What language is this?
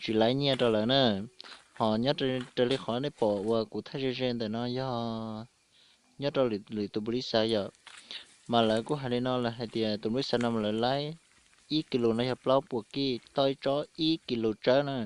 Hmong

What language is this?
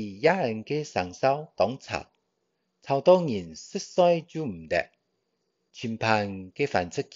Hakka Chinese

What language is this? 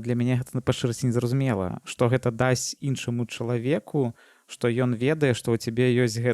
Belarusian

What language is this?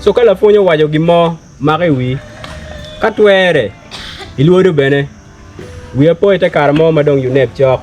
Acoli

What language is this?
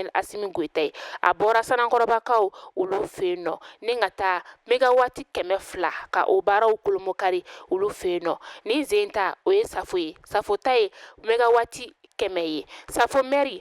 Bambara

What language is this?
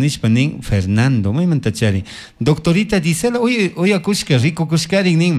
Chimborazo Highland Quichua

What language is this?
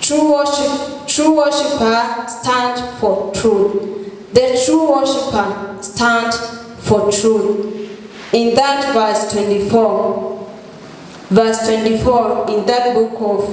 Swahili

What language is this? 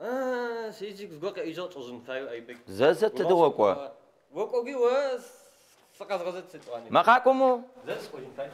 Adyghe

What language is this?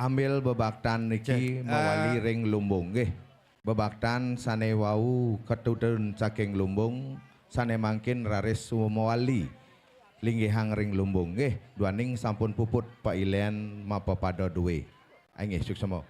Balinese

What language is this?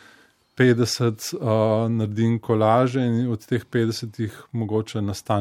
Slovenian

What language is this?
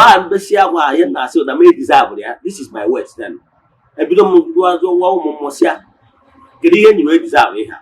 Igbo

